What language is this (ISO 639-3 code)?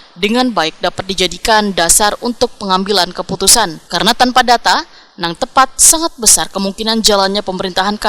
bjn